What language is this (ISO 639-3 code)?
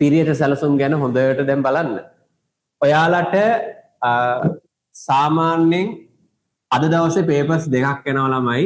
sin